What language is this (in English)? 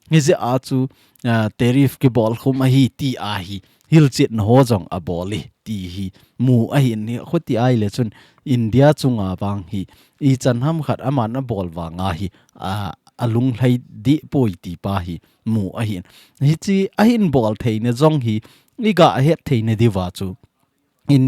Thado Chin